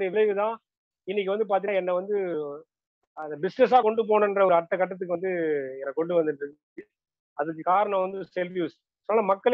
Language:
Tamil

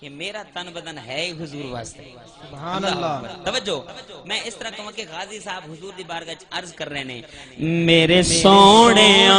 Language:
Saraiki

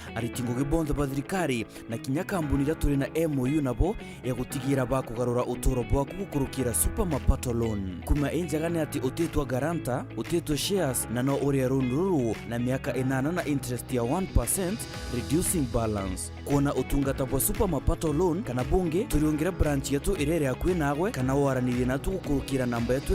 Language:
Meru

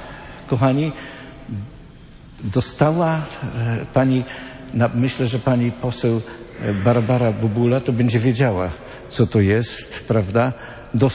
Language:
Polish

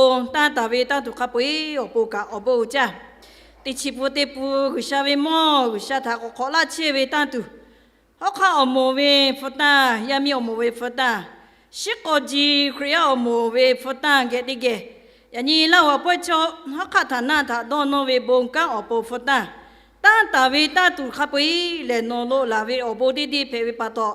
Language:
Lahu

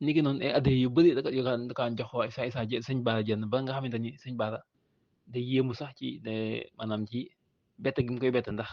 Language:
Wolof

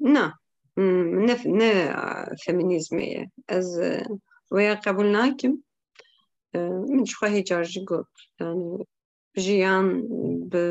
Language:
Kurdish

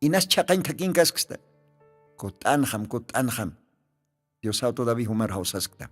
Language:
Aymara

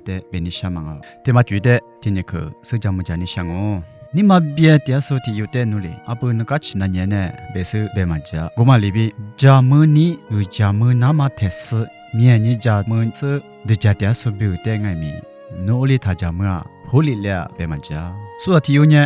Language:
Lisu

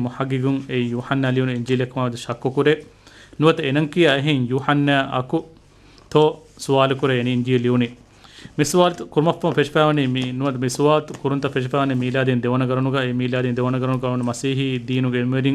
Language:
Divehi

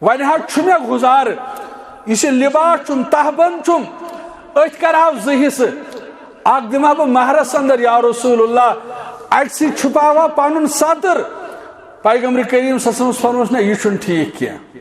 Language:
Kashmiri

